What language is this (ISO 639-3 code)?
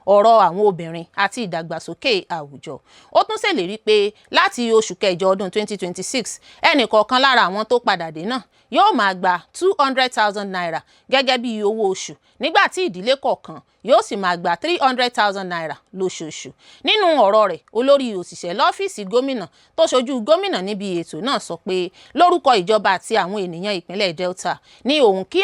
yor